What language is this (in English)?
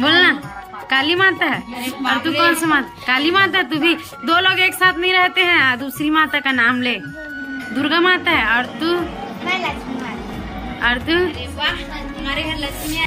Chhattisgarhi